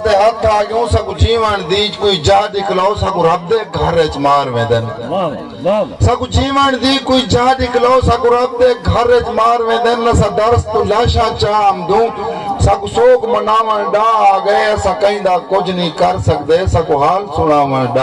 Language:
Saraiki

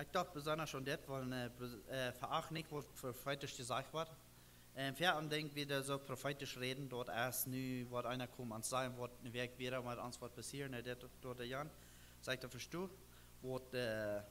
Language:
Plautdietsch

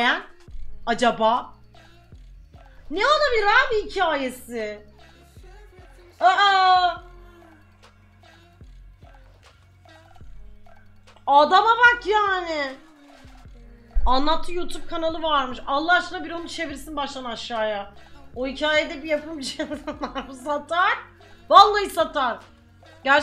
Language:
Turkish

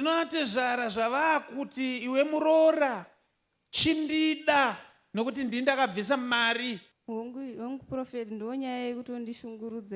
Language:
Shona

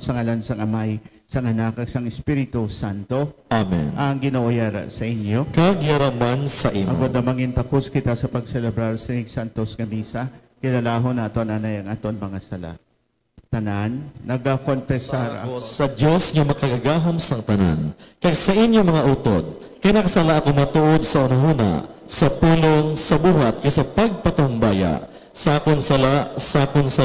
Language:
Hiligaynon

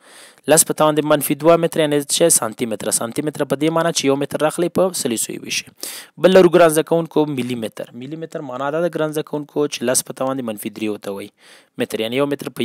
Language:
Pashto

